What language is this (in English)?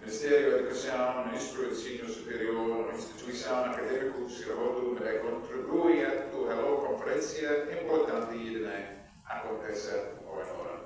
Tetum